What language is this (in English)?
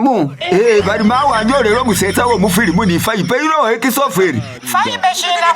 Masaaba